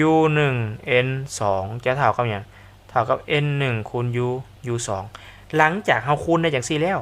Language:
Lao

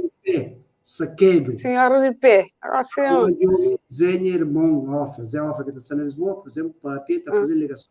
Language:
Kabuverdianu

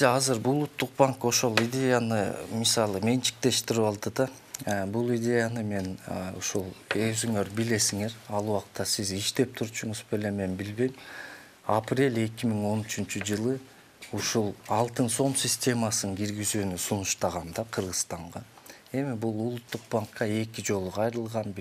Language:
Kyrgyz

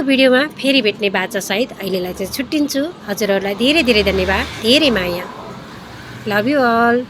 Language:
Nepali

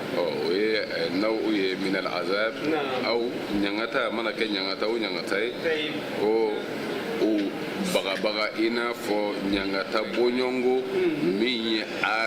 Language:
Bambara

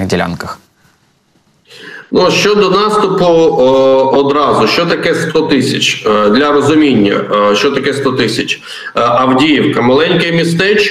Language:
Ukrainian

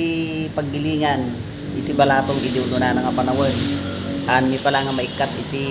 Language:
Iloko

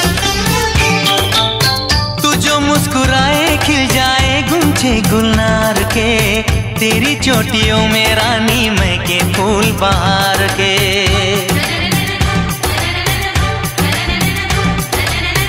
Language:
Hindi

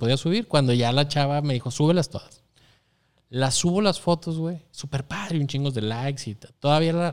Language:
Spanish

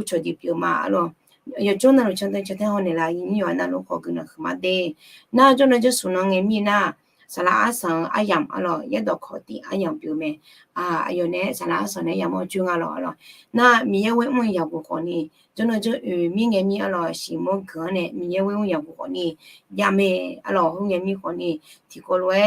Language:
Akha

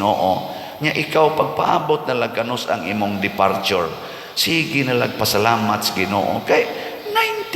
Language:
Cebuano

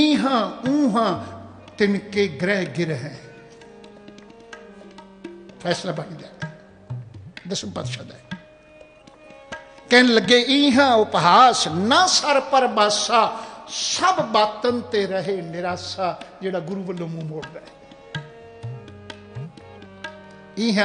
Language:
Punjabi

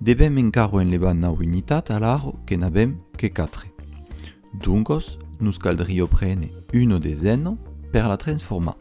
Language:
Occitan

